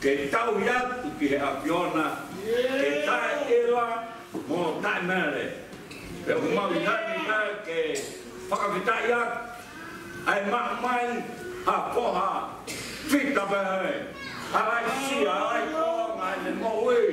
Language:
Tongan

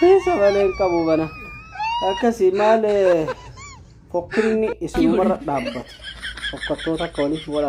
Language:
Oromo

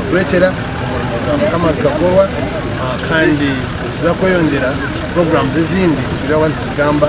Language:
Nyankole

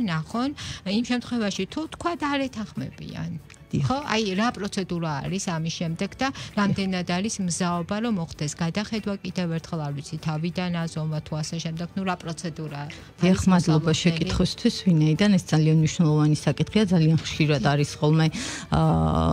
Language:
Georgian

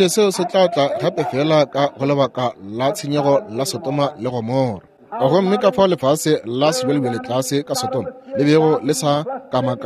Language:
Northern Sotho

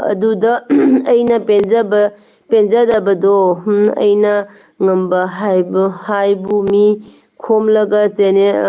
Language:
Manipuri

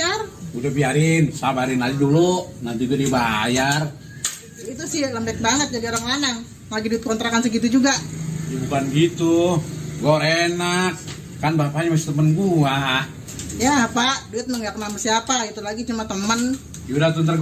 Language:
Betawi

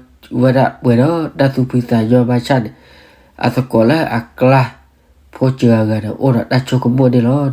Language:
S'gaw Karen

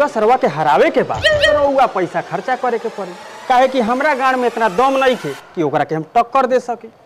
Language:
Bhojpuri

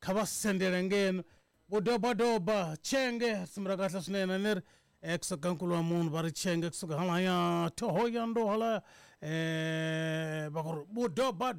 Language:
Tsonga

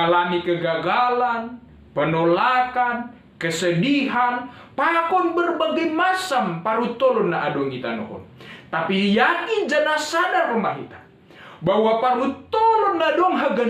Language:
Batak Simalungun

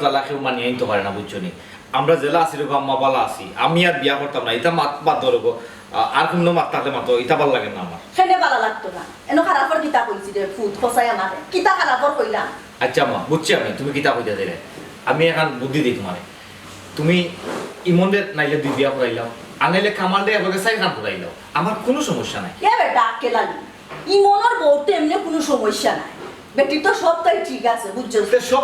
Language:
Sylheti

